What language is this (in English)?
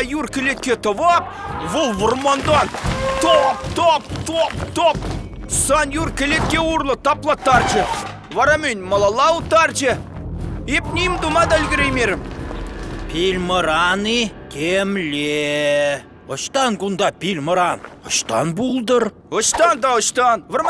Chuvash